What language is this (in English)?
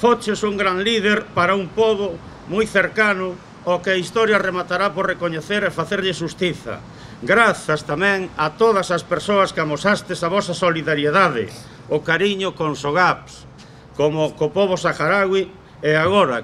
Galician